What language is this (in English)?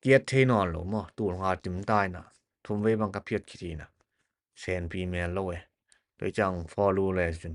Tedim Chin